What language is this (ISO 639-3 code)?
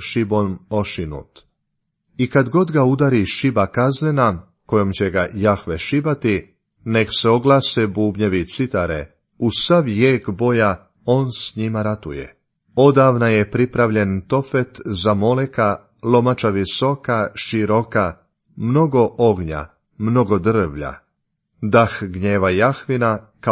hrv